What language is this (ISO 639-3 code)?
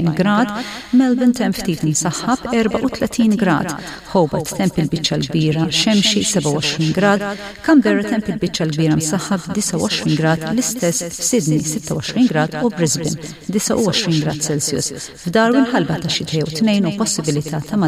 mlt